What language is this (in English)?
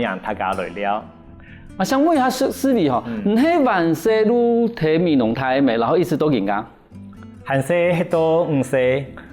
Hakka Chinese